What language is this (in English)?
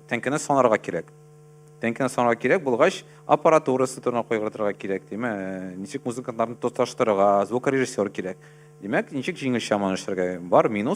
Tatar